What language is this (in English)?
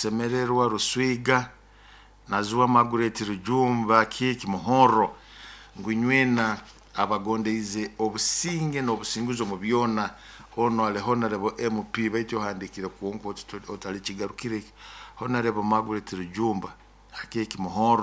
Nyoro